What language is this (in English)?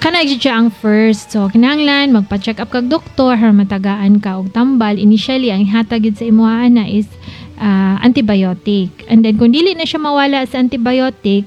Cebuano